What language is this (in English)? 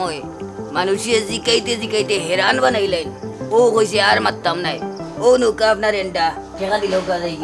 Sylheti